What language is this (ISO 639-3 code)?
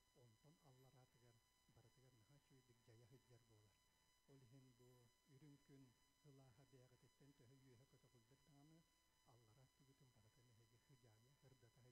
sah